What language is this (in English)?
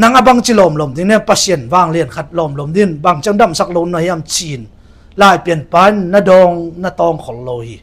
Tedim Chin